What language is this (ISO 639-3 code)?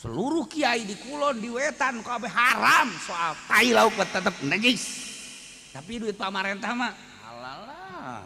sun